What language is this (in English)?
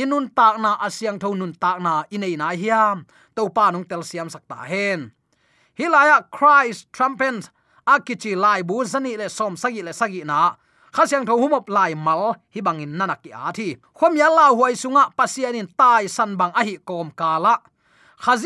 Tedim Chin